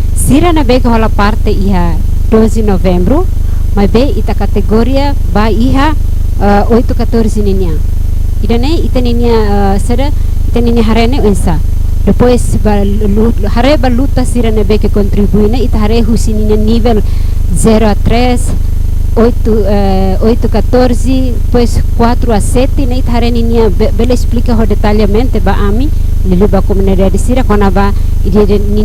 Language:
Tetum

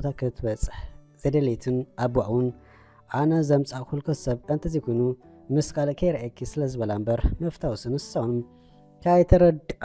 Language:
Tigrinya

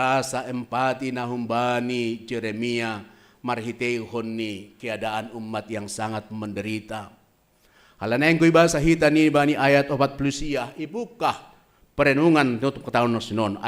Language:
Batak Simalungun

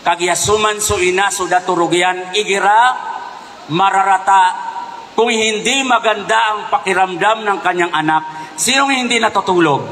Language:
Maranao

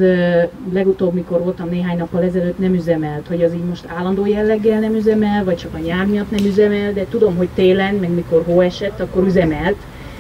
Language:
Hungarian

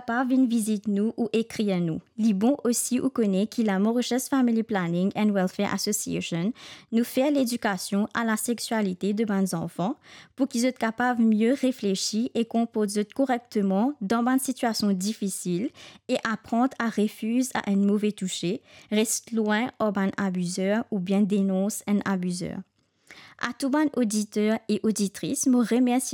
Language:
Morisyen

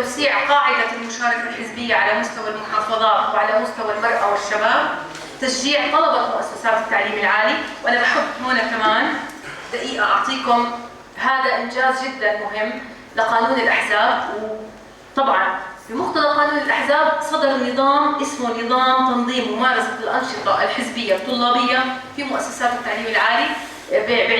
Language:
North Levantine Arabic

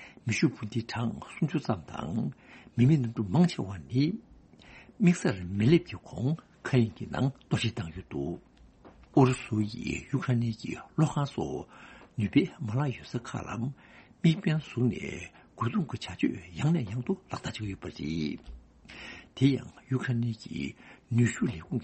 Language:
Tibetan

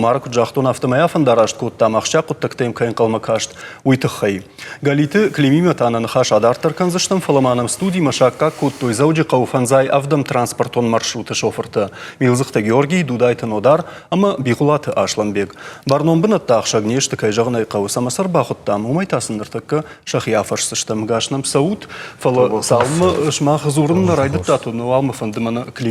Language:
Ossetic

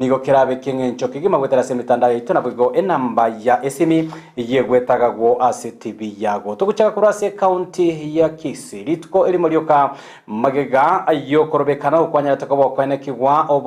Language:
Gusii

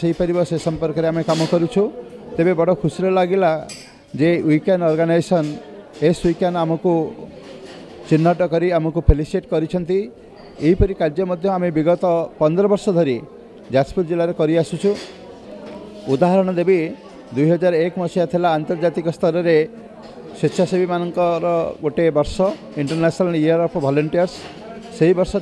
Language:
Odia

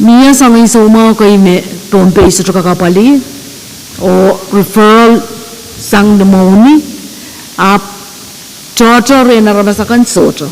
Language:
Pohnpeian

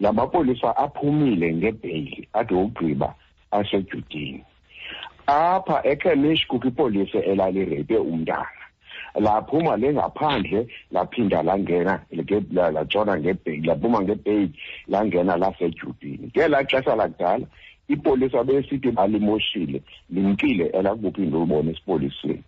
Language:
Xhosa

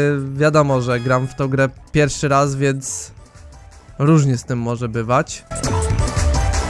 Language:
Polish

